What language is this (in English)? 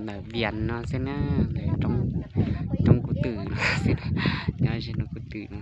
Hmong